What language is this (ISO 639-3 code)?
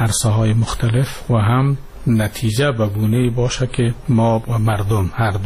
fas